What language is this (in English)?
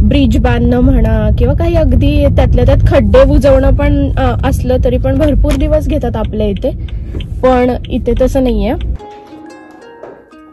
Marathi